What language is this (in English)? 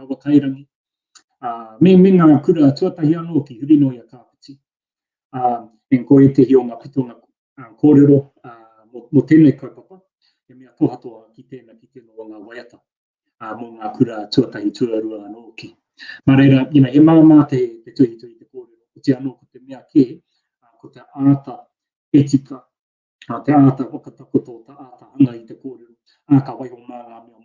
Māori